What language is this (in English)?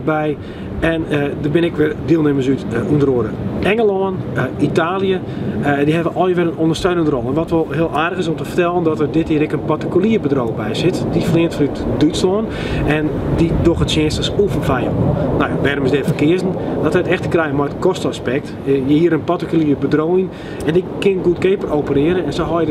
Western Frisian